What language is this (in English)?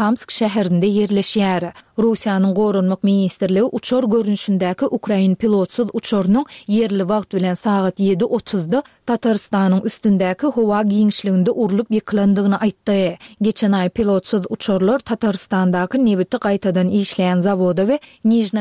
Turkmen